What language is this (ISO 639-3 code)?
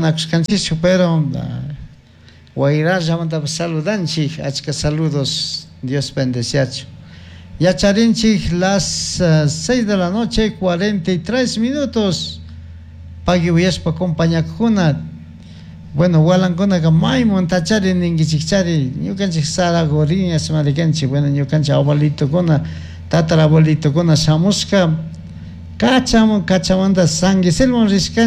qug